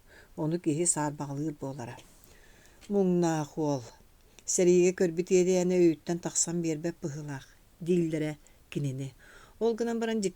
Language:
Yakut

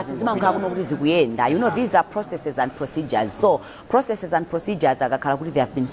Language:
Nyanja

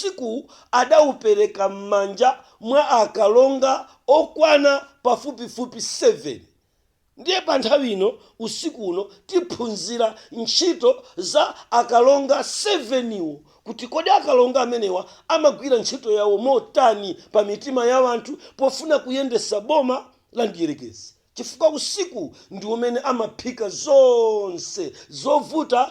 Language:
Nyanja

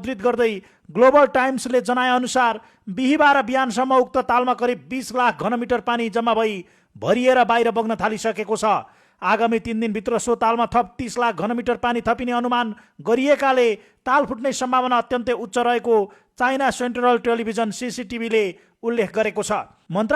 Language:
Nepali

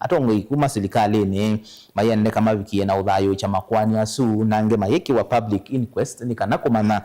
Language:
Kamba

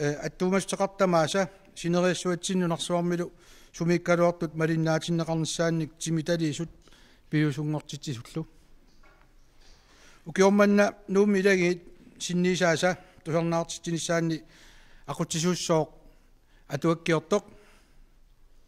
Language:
Kalaallisut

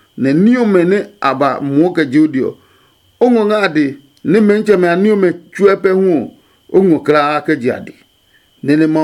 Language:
Adangme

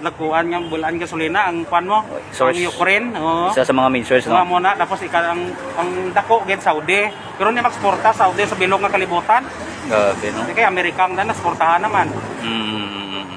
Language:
Hiligaynon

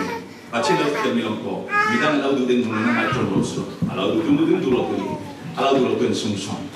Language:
Falam Chin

